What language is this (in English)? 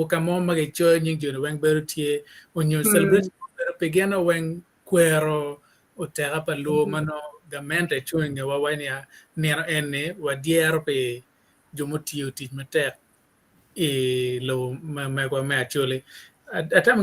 Acoli